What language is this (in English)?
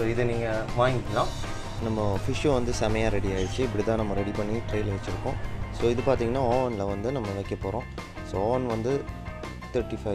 Tamil